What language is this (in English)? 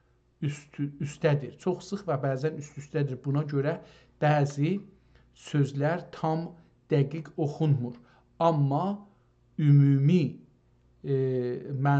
South Azerbaijani